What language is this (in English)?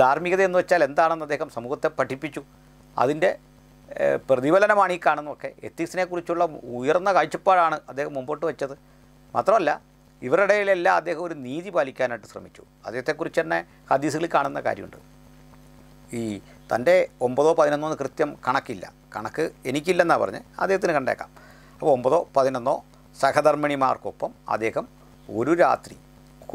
Malayalam